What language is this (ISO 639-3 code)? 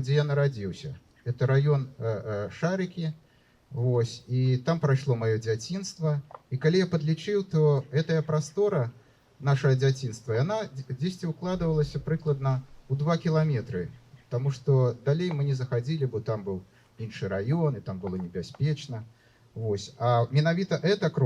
bel